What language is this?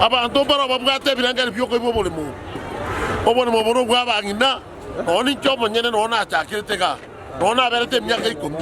Gusii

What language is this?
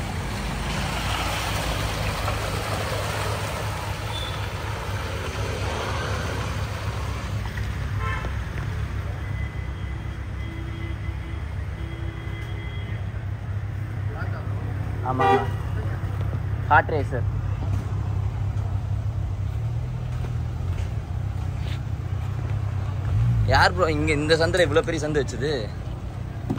Tamil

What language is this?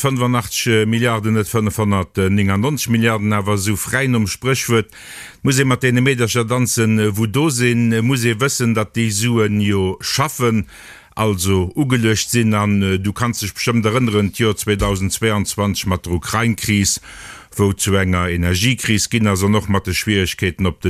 Luxembourgish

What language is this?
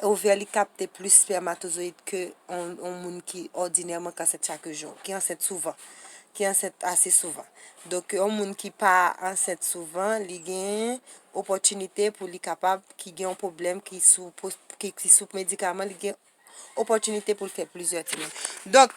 Haitian Creole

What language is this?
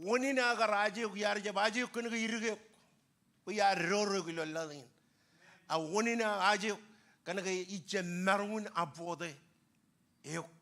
Marshallese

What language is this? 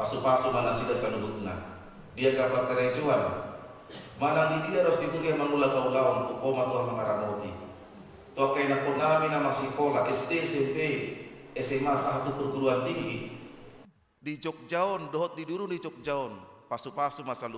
Batak Toba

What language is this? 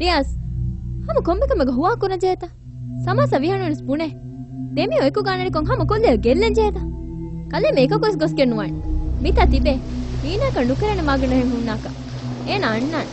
Divehi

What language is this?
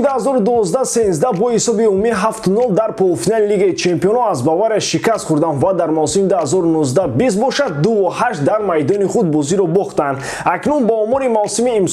Tajik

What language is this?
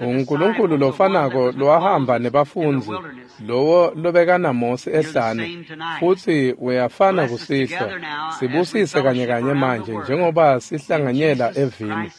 Swati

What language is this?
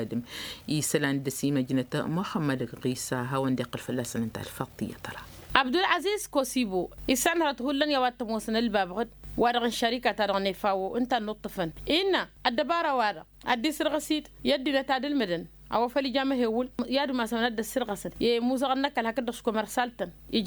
Tamasheq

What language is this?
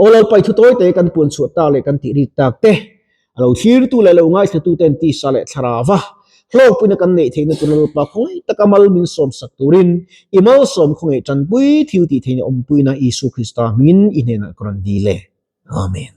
Mizo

